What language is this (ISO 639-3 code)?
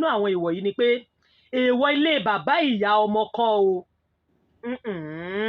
yor